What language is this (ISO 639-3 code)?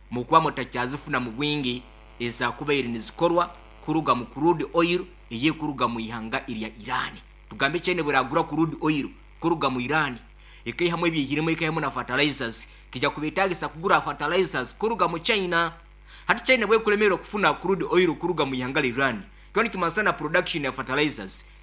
nyn